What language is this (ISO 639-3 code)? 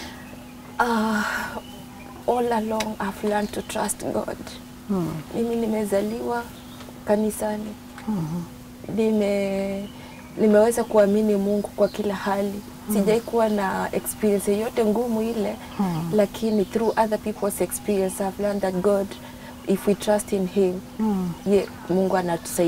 swa